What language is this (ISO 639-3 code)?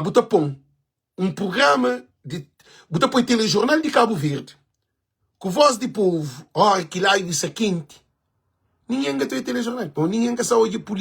kea